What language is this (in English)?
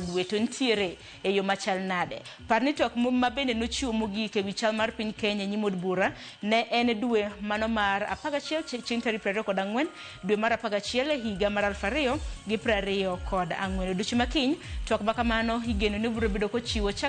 Luo (Kenya and Tanzania)